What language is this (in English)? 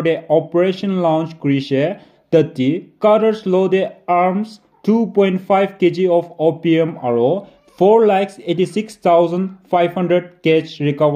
Naga Pidgin